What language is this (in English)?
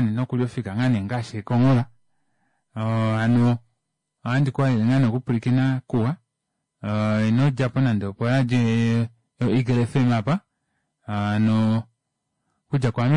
Kuanyama